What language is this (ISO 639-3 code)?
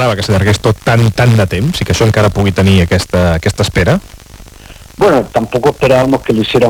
cat